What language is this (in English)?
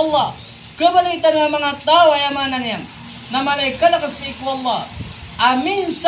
Maranao